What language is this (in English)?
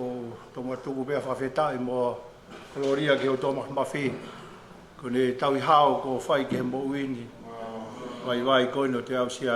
Tongan